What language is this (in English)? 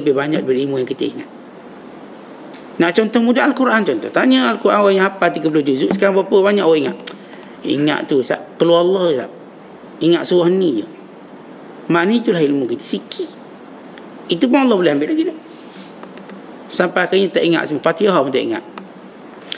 Malay